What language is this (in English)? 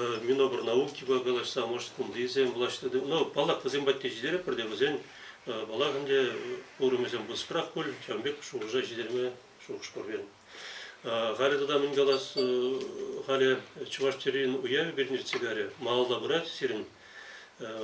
Chuvash